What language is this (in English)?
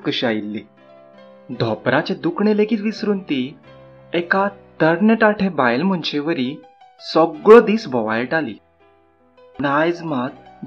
Konkani